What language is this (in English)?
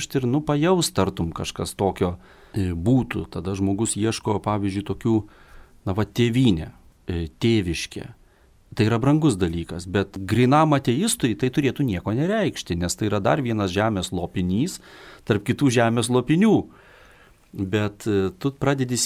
Lithuanian